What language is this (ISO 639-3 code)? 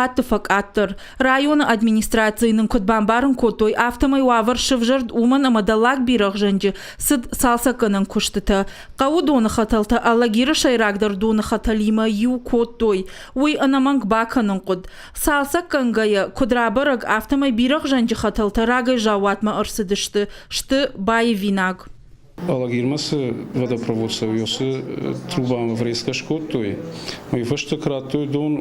oss